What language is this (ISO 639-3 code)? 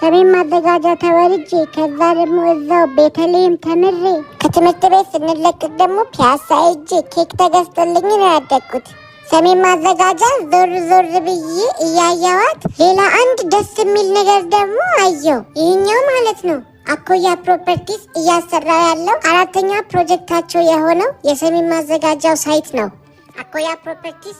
amh